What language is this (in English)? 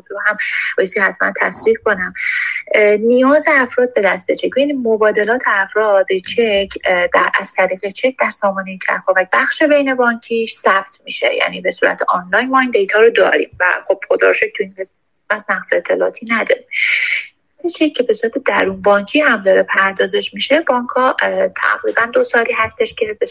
Persian